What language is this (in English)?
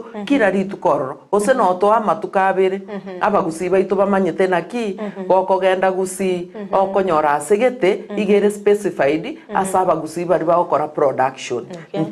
Gusii